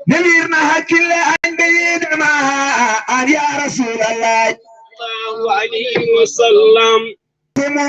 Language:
Fula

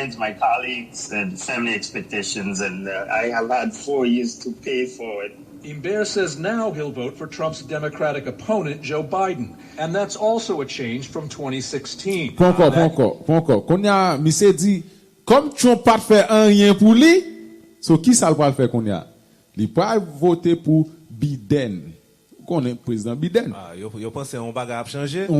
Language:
Haitian Creole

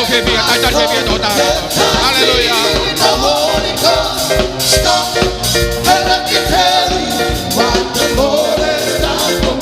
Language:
Tongan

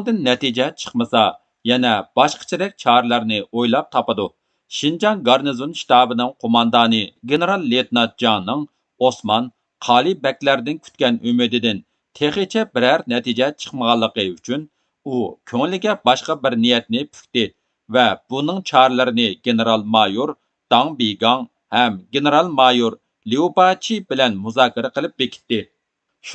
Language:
Uyghur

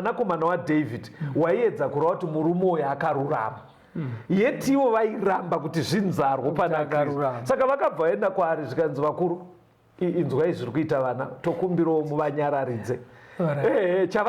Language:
Shona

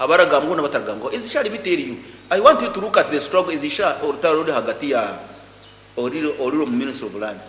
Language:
Nyankole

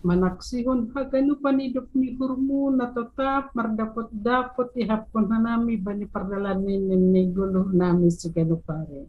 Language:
Batak Simalungun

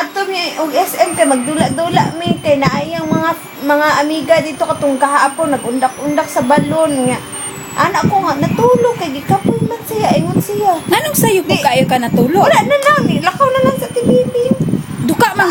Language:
Cebuano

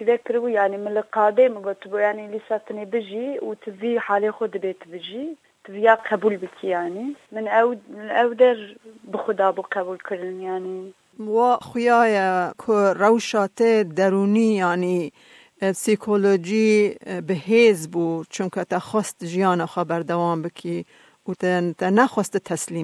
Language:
Kurdish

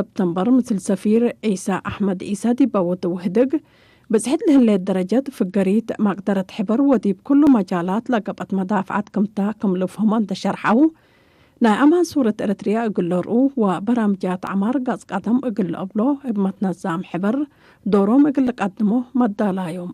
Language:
Tigre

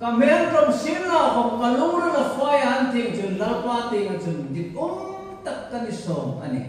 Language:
Hmar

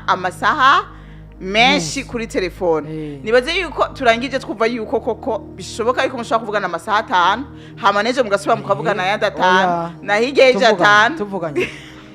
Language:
Rundi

